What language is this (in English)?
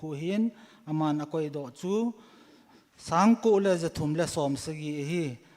Thado Chin